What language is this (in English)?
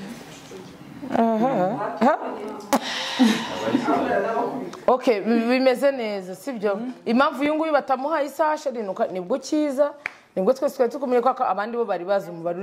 Kinyarwanda